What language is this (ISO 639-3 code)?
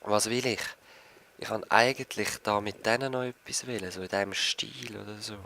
gsw